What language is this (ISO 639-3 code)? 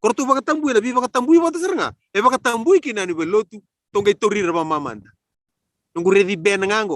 fij